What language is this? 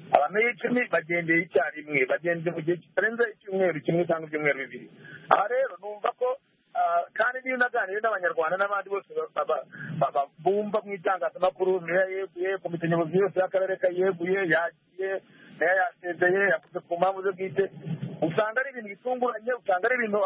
Kinyarwanda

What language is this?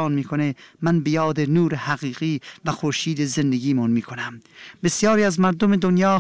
Persian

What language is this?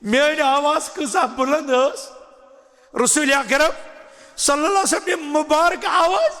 Kashmiri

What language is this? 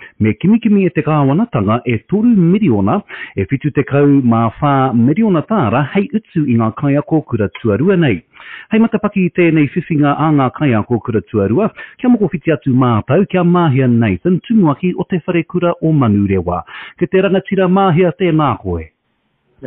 Māori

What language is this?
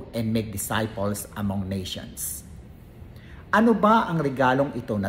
Filipino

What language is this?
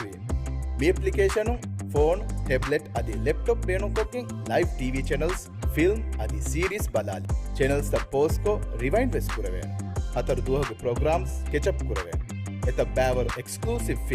Divehi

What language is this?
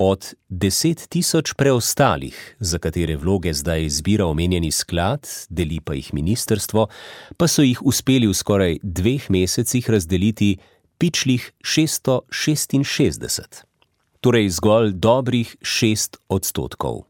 Slovenian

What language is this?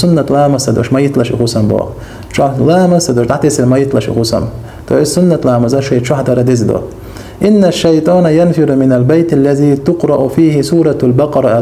Chechen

